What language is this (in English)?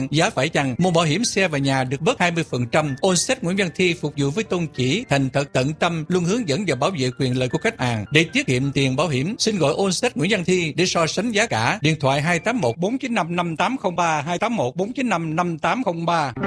Vietnamese